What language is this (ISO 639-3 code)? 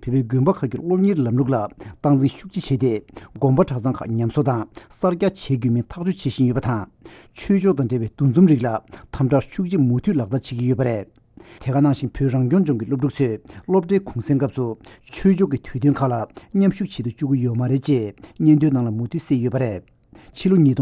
bod